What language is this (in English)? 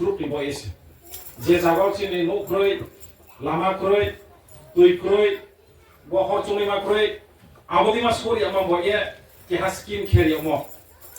Riang (India)